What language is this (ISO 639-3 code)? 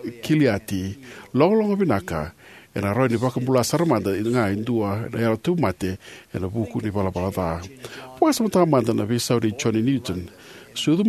fij